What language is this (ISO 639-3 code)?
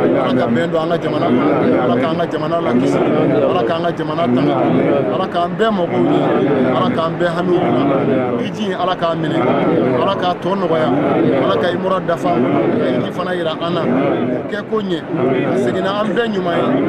bam